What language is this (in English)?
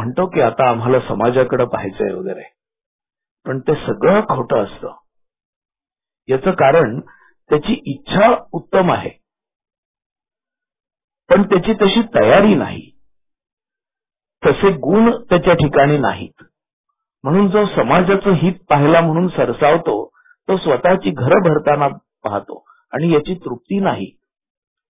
Marathi